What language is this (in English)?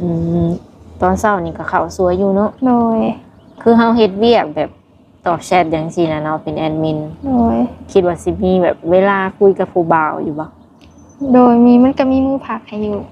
Lao